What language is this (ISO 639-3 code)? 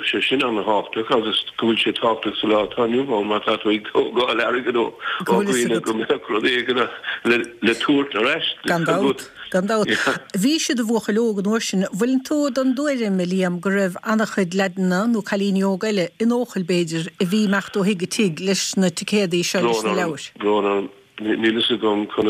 gle